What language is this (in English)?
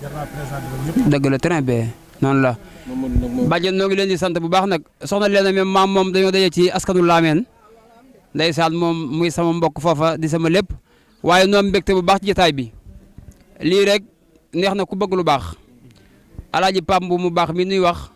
Wolof